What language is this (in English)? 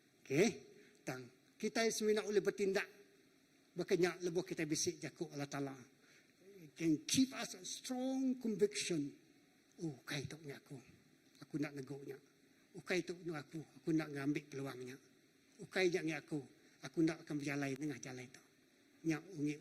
Iban